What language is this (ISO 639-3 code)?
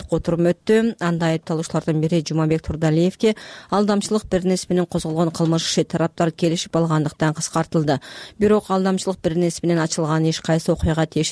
kir